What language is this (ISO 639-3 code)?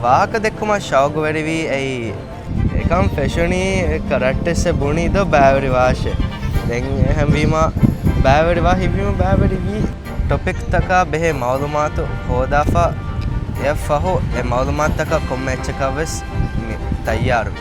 div